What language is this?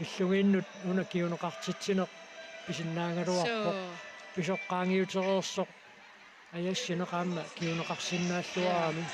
Kalaallisut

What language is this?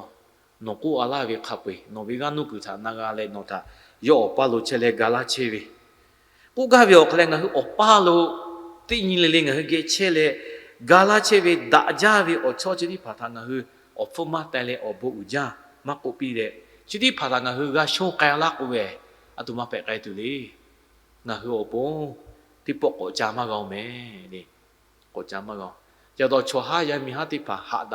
Lahu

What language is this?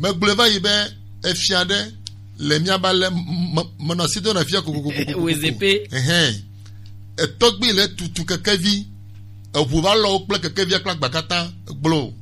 Gen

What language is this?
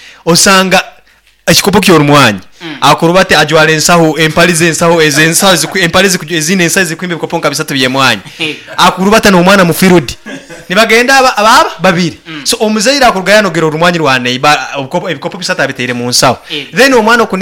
Nyankole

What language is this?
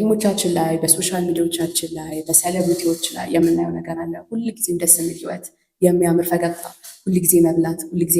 Amharic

